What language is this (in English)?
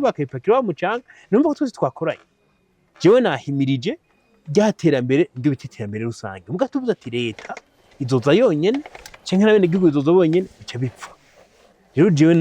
Rundi